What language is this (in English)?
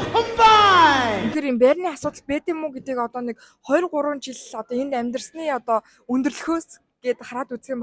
Mongolian